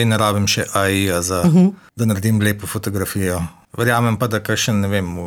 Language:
Slovenian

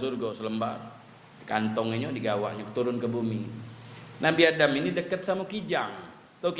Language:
Musi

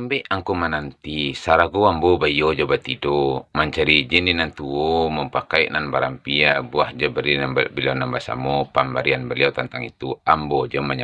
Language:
Minangkabau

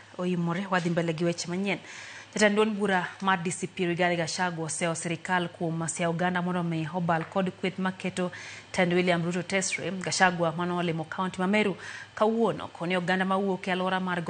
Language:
Luo (Kenya and Tanzania)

